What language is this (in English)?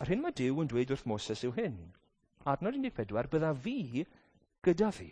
Welsh